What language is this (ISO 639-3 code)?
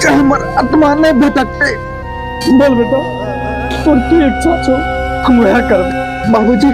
mai